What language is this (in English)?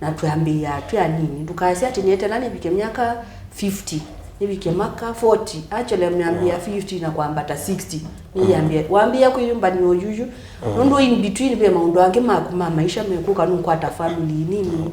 Kamba